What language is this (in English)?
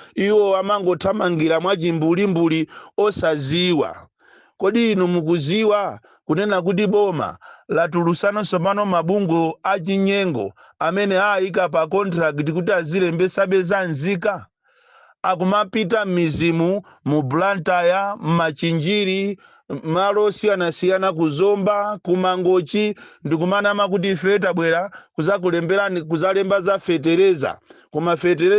Nyanja